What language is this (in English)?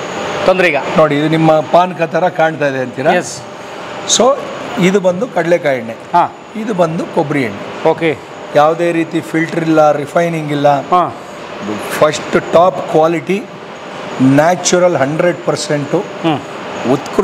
Kannada